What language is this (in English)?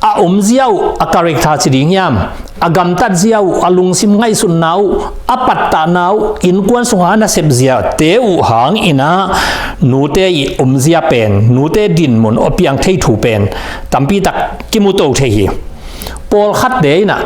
Tedim Chin